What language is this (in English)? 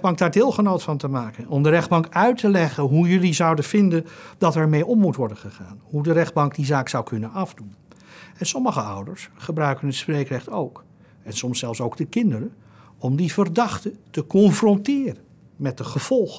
Dutch